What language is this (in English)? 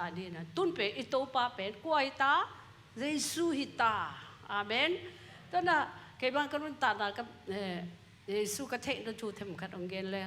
Tedim Chin